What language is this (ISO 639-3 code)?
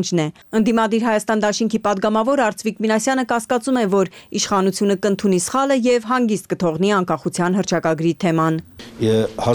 hye